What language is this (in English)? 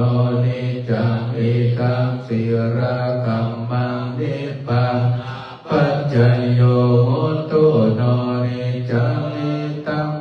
Pali